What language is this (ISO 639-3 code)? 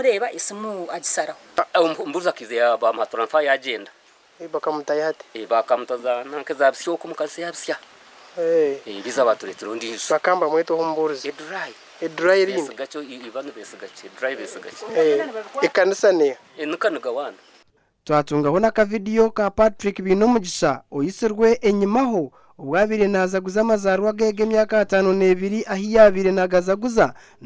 nyn